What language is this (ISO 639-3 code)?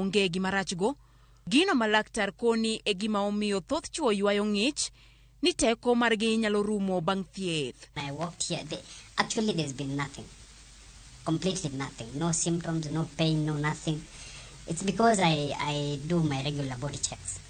luo